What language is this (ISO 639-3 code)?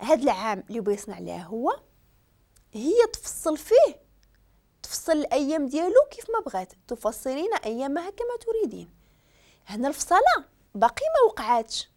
ary